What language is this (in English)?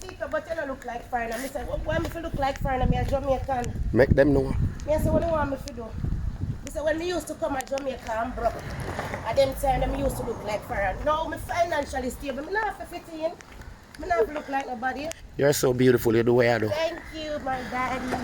Jamaican Creole English